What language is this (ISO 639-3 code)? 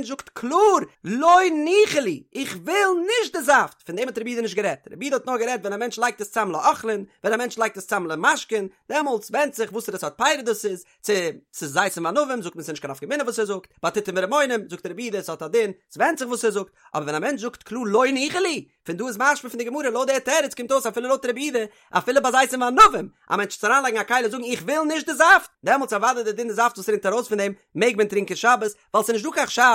yid